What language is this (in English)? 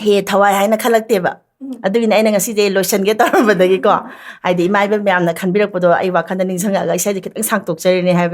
Manipuri